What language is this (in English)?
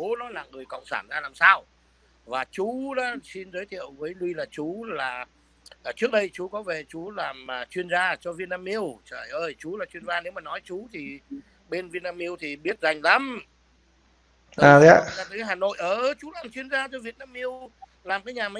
Vietnamese